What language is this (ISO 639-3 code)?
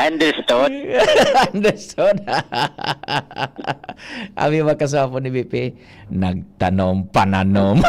bik